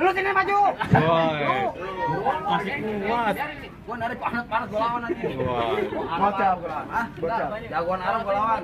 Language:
Betawi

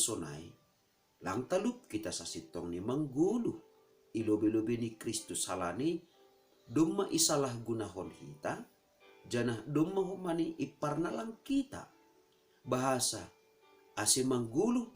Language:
Batak Simalungun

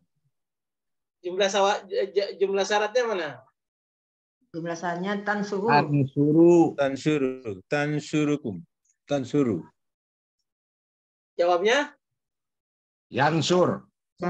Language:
Indonesian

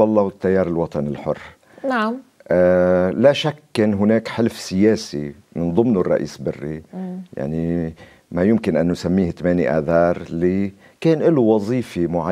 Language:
Arabic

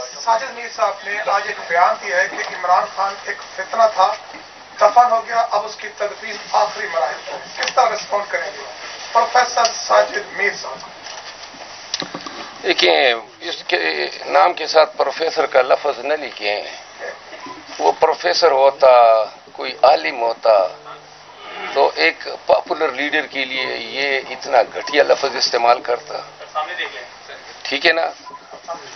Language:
Urdu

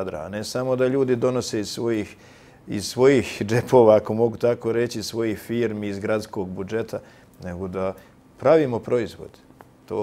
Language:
Bosnian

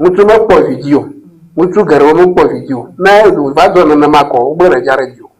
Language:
Ewe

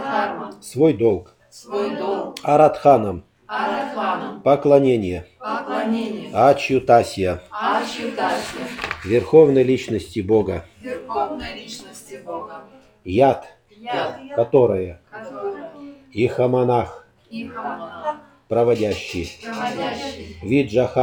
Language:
Russian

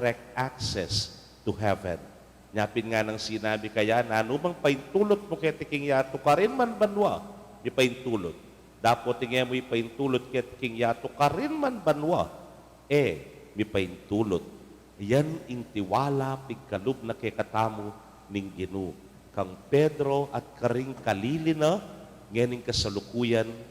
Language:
Pampanga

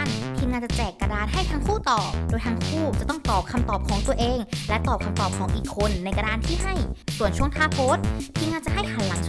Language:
Thai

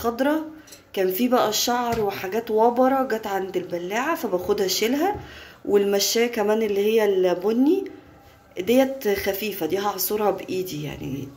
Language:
Egyptian Arabic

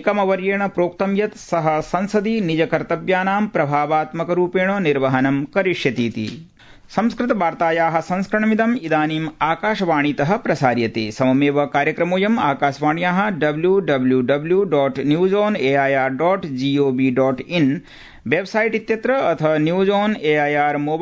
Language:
Sanskrit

